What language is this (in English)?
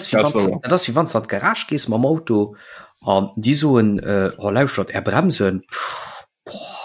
Luxembourgish